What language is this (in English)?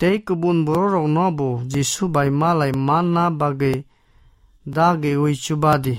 Kok Borok